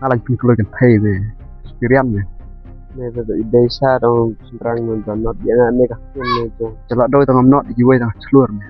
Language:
Khasi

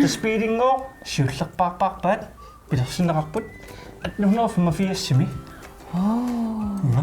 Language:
Kalaallisut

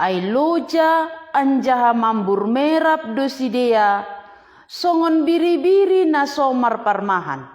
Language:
Batak Simalungun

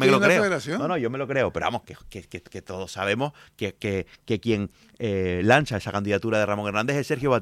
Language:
Spanish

